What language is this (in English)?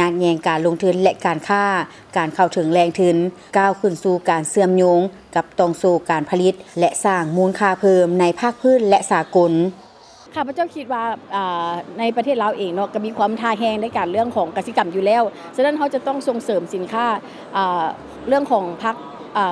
Lao